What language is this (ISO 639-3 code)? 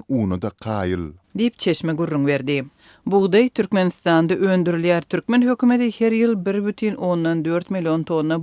tuk